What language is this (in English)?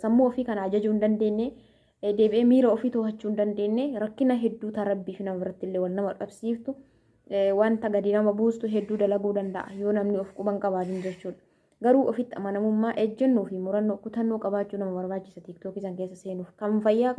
Oromo